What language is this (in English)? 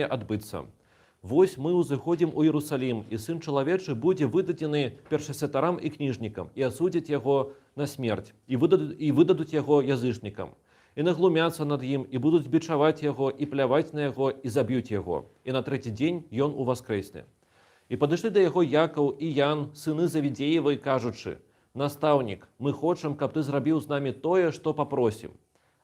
Belarusian